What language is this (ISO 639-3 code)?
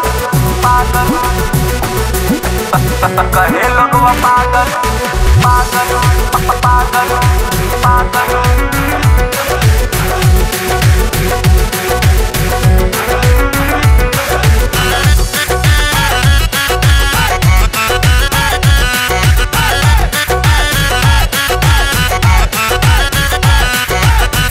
bho